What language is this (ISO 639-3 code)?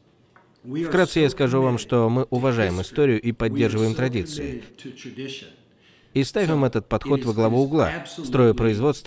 rus